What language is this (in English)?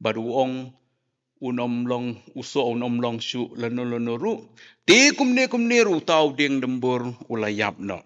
Khasi